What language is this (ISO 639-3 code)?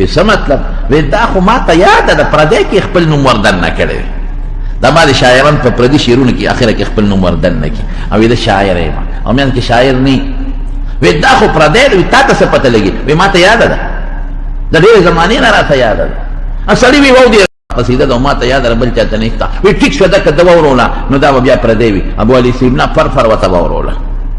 pus